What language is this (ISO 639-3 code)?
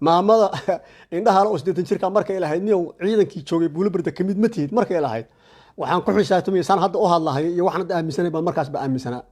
som